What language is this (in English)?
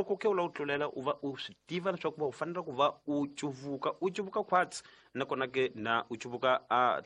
Tsonga